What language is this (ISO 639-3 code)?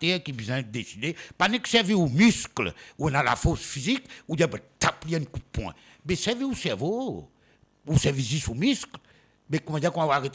mfe